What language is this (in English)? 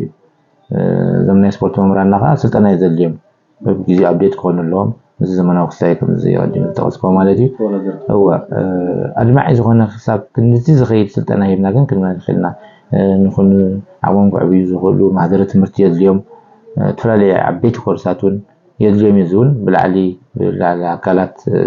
Tigrinya